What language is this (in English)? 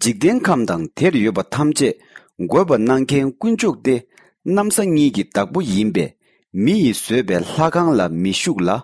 Tibetan